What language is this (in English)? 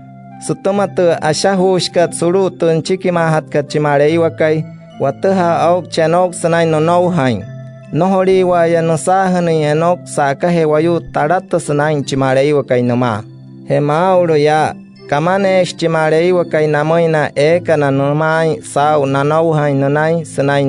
Wayuu